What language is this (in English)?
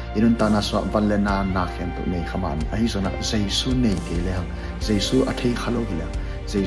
Tedim Chin